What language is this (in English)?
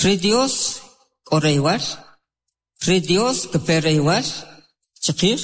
Kʼicheʼ